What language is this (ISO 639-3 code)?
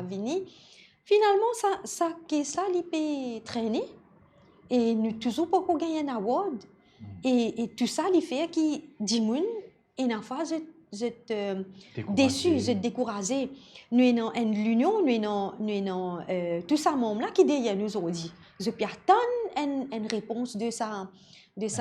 mfe